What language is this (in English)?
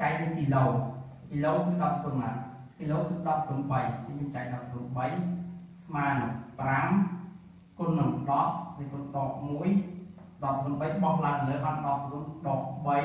Khmer